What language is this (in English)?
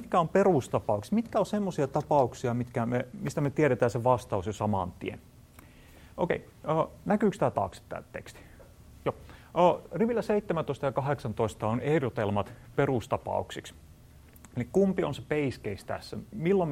Finnish